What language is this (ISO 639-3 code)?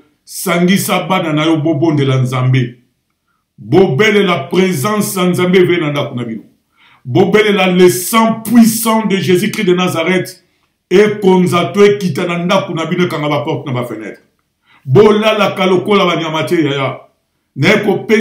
lin